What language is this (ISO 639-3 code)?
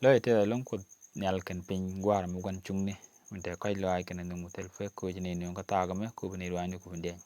nus